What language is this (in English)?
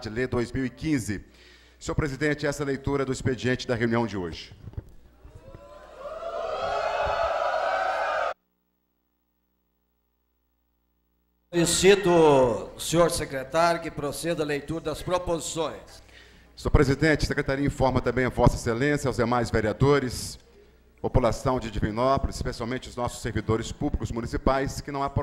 Portuguese